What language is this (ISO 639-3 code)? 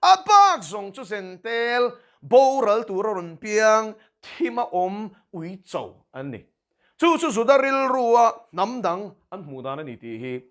lus